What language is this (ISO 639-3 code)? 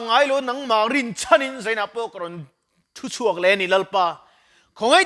lus